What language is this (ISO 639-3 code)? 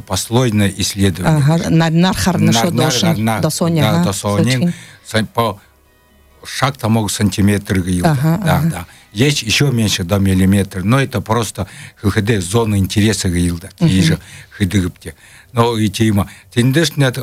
bua